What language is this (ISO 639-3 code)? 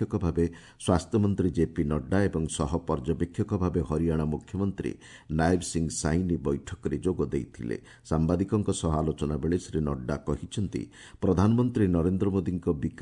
ori